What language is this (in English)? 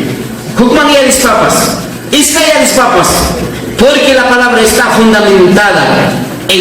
Ayacucho Quechua